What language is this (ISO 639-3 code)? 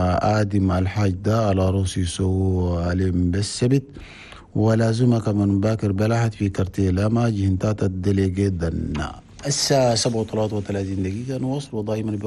shu